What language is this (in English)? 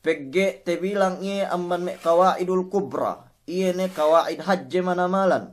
Yakan